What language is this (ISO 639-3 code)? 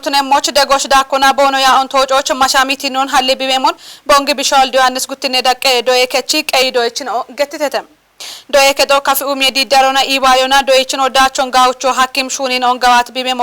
kbr